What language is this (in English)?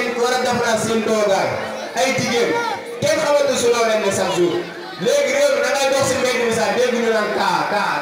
Wolof